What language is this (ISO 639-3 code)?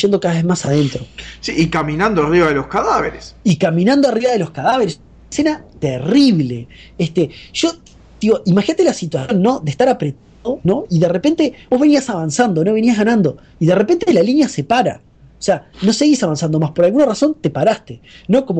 spa